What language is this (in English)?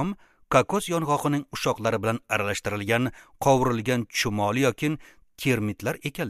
Uzbek